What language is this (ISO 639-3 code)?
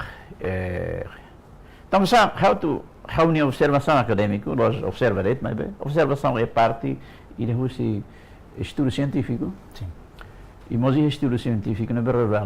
tet